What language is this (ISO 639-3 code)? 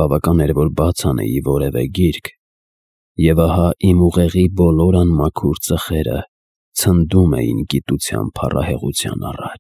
hye